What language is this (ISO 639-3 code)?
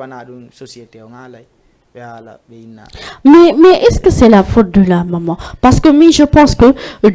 ful